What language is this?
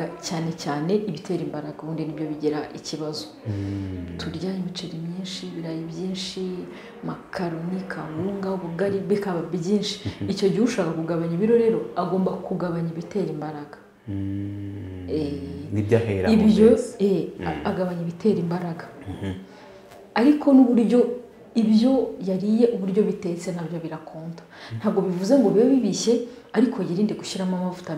Kinyarwanda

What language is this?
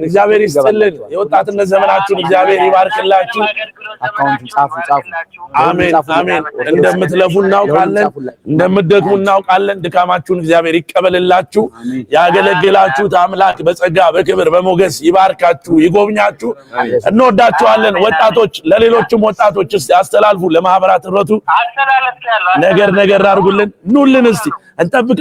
Amharic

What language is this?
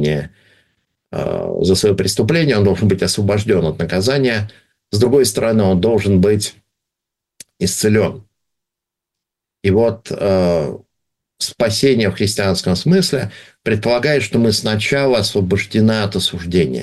Russian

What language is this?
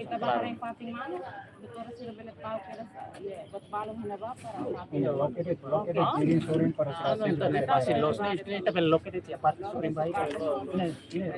Tetum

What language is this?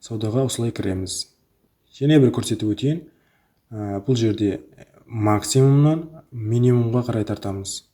Kara-Kalpak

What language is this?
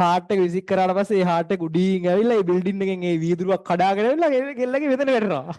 Sinhala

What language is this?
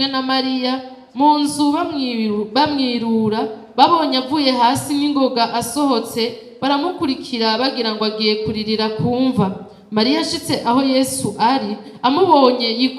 Rundi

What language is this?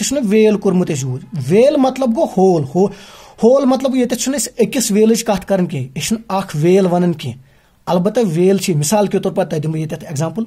Kashmiri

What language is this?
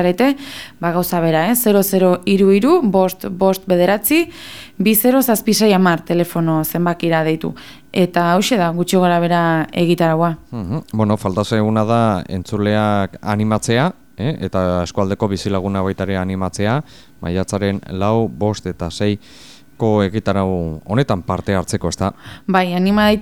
Basque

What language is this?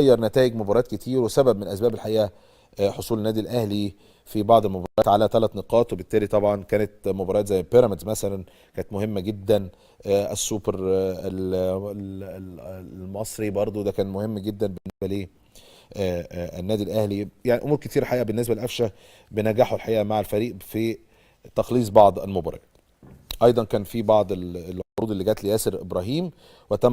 Egyptian Arabic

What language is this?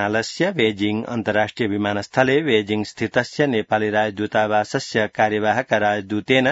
Sanskrit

